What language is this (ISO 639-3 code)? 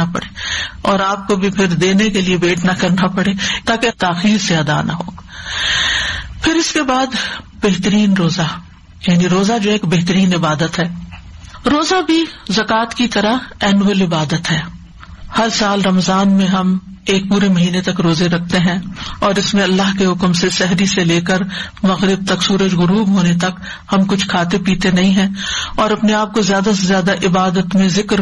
urd